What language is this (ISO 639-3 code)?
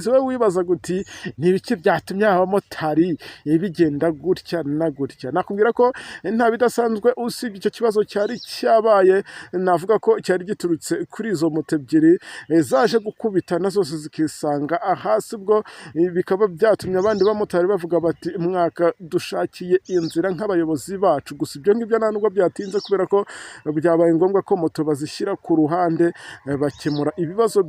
kin